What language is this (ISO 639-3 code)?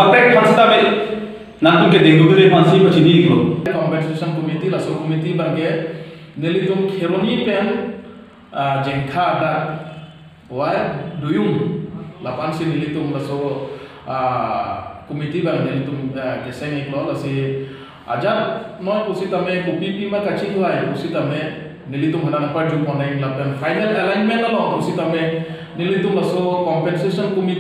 mjw